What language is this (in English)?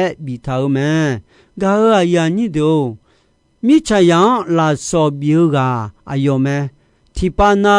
Akha